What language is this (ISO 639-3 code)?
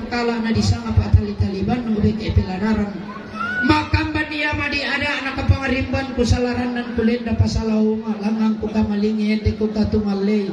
sda